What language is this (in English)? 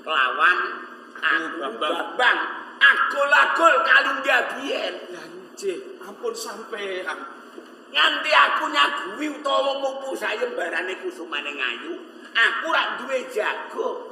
Javanese